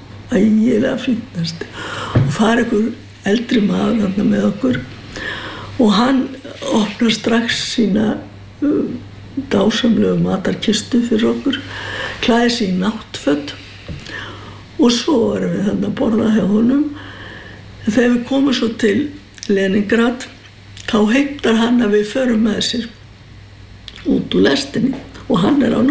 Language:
Icelandic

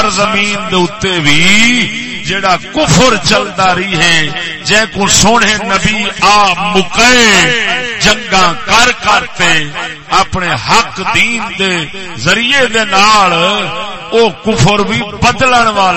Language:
Saraiki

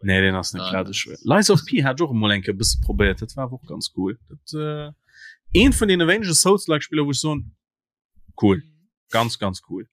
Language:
Luxembourgish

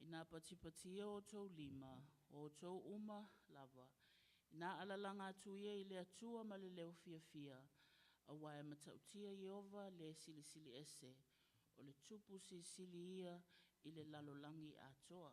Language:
Samoan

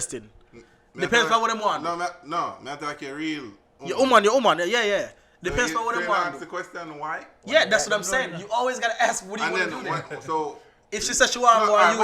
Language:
Jamaican Creole English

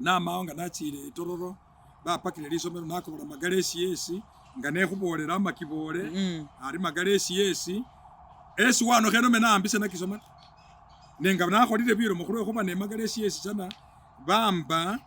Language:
Masaaba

